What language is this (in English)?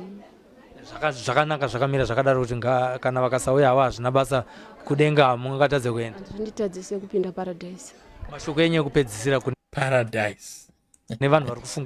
Shona